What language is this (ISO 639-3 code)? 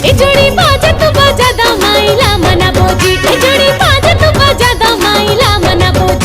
hne